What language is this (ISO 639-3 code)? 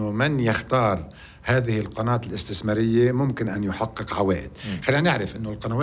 apc